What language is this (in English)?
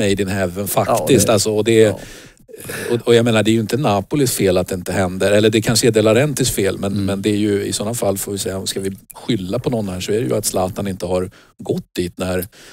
Swedish